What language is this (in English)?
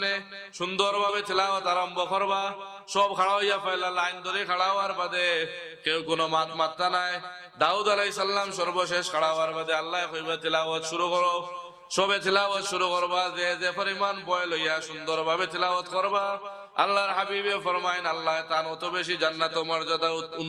Sylheti